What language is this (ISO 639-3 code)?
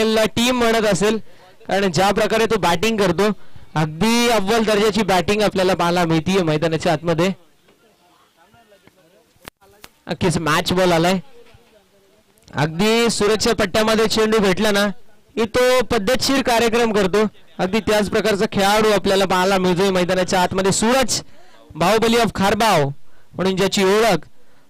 mar